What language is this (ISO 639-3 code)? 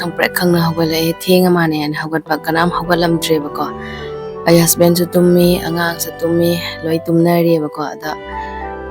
mni